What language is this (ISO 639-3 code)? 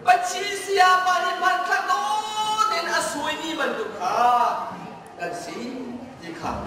cnh